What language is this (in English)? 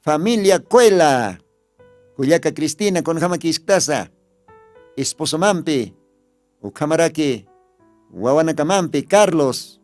Aymara